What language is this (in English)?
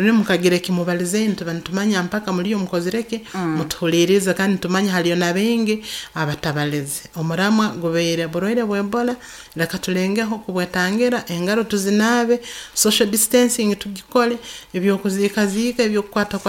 Nyoro